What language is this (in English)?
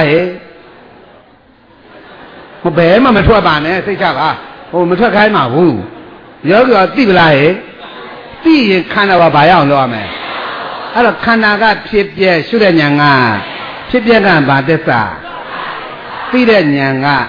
Burmese